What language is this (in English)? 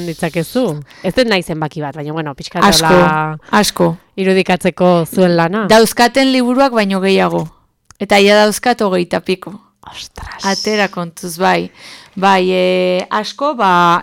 Basque